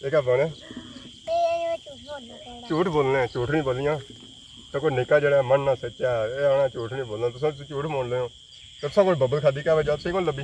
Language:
Pahari-Potwari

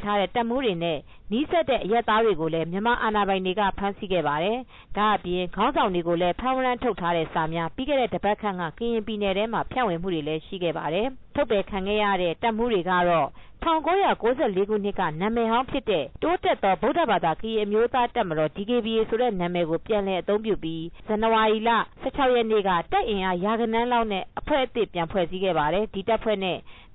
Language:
Burmese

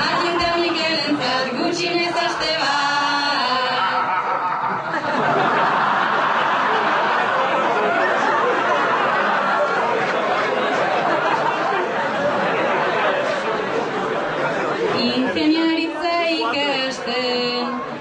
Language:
Basque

